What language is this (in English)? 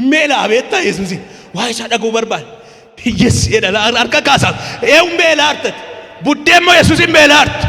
Oromo